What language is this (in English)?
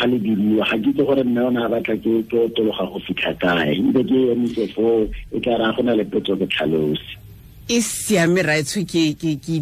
Tswana